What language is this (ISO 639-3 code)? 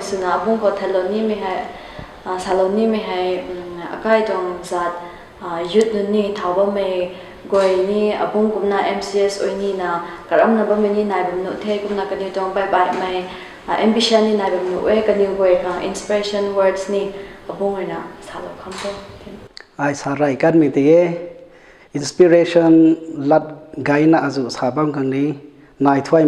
nbu